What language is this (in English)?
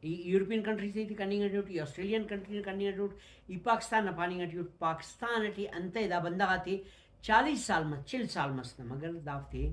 Brahui